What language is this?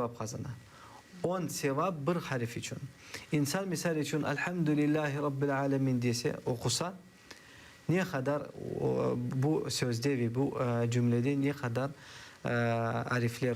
Crimean Tatar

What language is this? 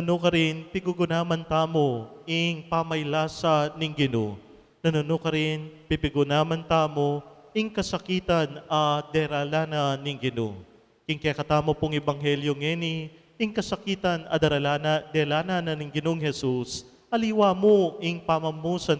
Pampanga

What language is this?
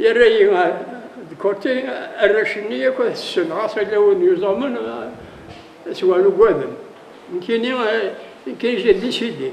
Kabyle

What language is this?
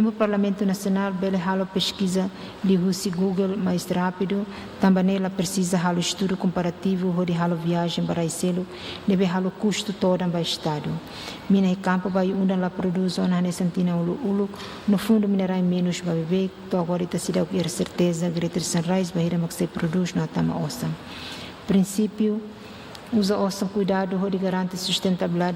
Tetum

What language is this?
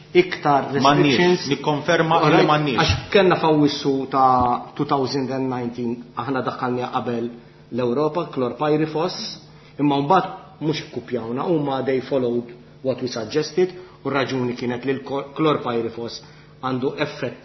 Maltese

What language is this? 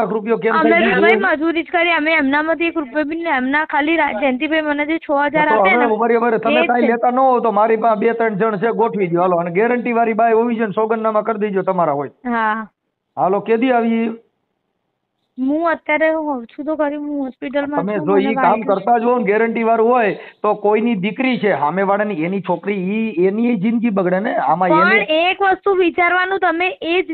Gujarati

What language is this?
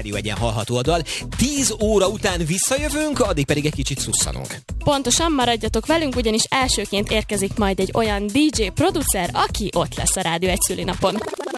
Hungarian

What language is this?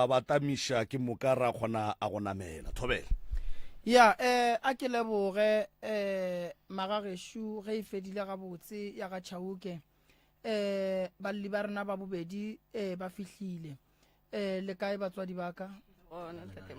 Northern Sotho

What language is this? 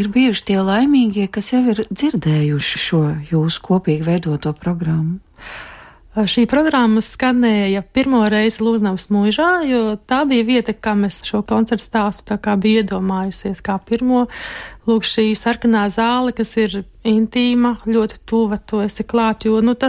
Latvian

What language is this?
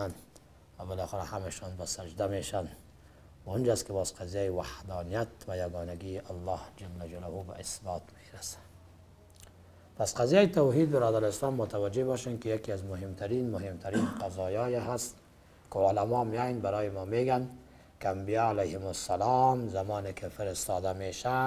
Persian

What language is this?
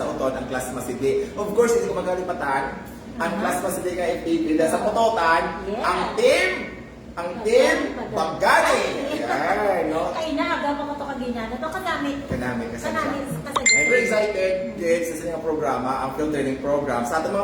Hiligaynon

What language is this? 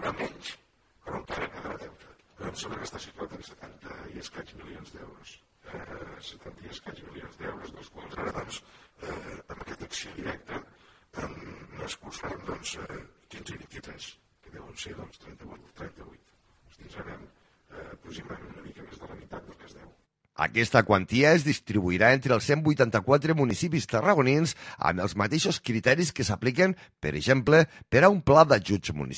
Catalan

